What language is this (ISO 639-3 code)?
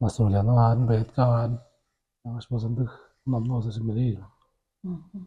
tyv